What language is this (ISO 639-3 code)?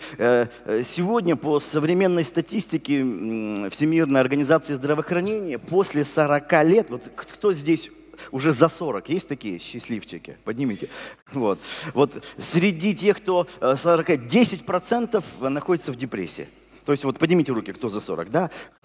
rus